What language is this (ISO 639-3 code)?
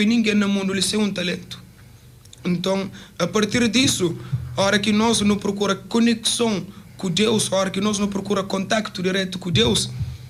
kea